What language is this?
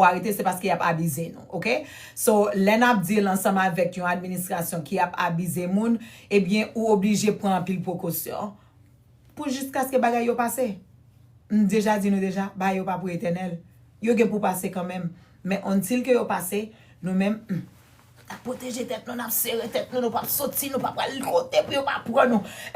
Haitian Creole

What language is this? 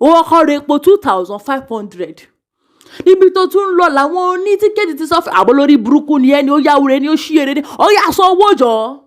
Yoruba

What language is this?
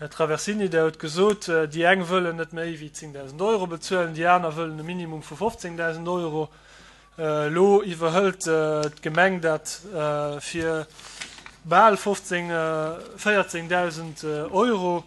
Luxembourgish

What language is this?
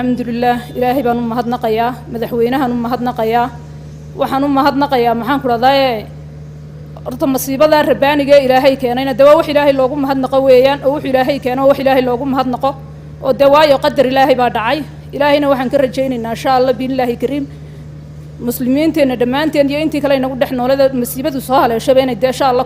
Somali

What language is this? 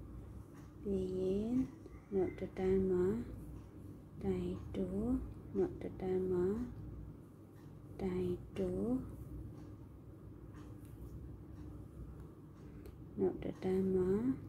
Burmese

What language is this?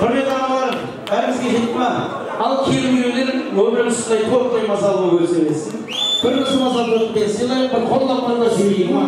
Kara-Kalpak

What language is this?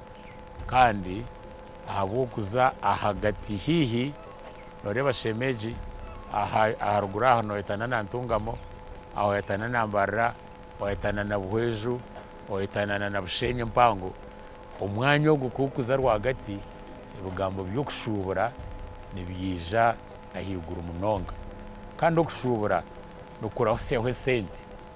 Nyankole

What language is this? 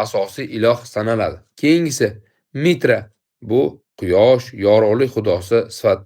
Uzbek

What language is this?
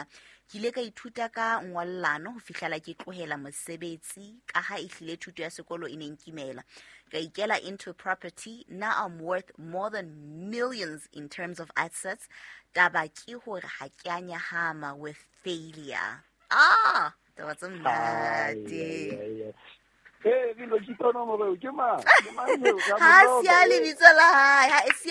Southern Sotho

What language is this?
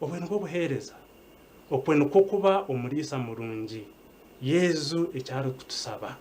Nyankole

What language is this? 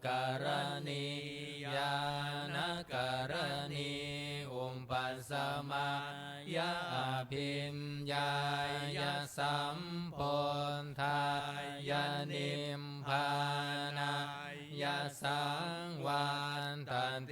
Pali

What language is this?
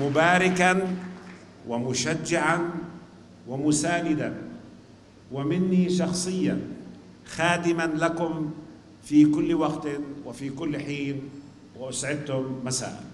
North Levantine Arabic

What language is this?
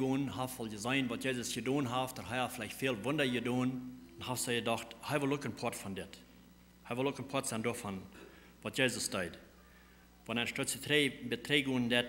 Plautdietsch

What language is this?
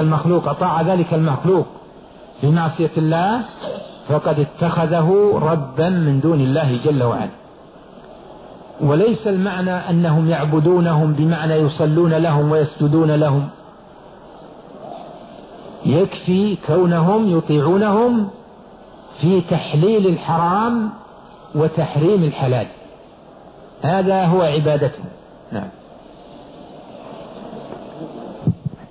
Arabic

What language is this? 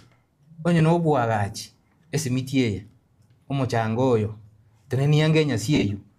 Gusii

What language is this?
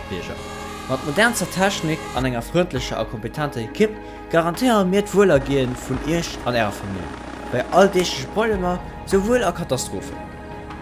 Luxembourgish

